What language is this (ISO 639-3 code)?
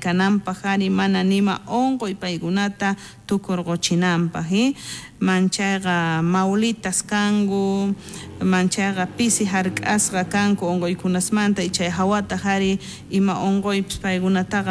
quh